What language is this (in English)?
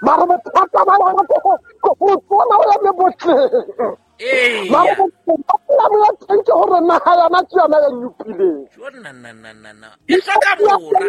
Southern Sotho